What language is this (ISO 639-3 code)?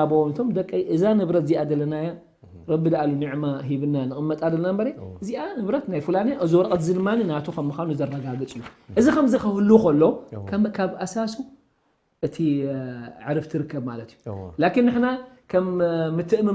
tir